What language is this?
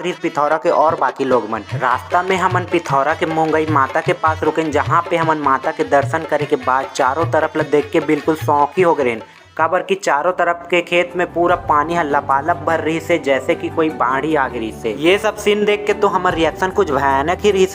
Chhattisgarhi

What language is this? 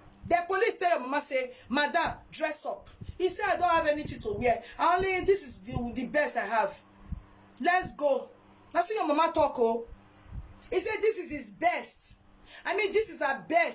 Nigerian Pidgin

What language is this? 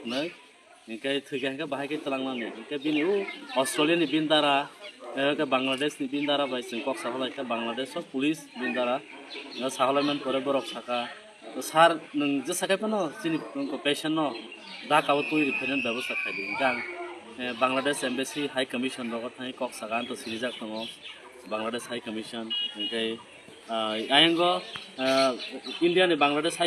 Kok Borok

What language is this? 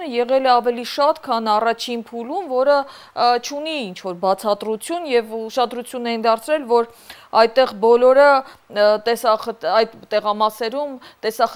Armenian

